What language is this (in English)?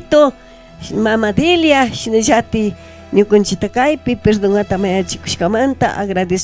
Chimborazo Highland Quichua